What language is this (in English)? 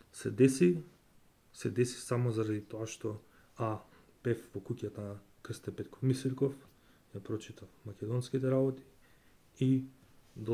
Macedonian